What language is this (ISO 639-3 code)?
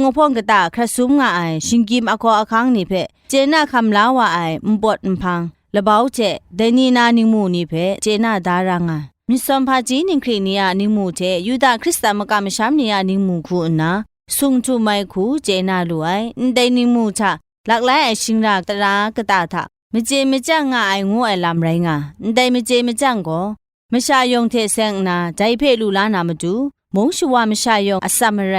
kac